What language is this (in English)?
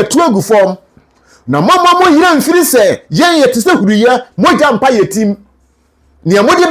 Akan